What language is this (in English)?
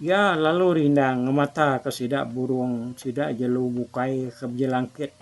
Iban